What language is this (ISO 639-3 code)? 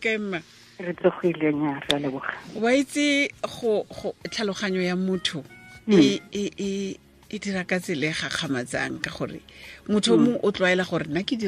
tsn